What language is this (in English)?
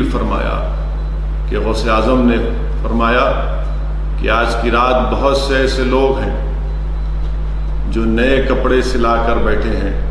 Urdu